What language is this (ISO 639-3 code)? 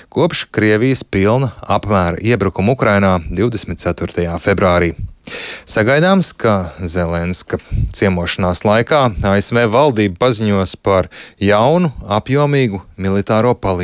lav